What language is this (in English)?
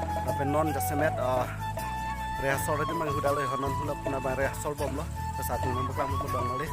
Karbi